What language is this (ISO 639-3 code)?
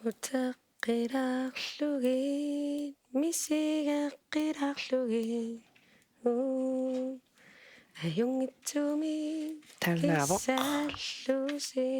kal